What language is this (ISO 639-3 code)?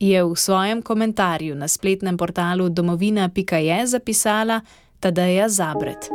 slv